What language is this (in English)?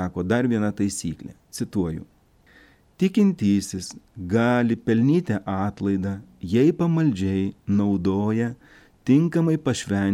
Lithuanian